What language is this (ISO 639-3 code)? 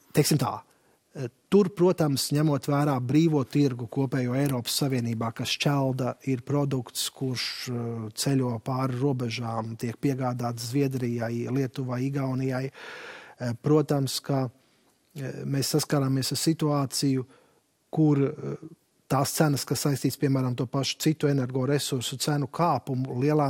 lav